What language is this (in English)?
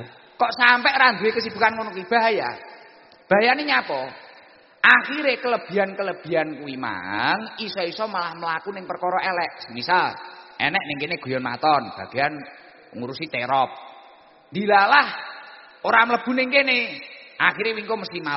Javanese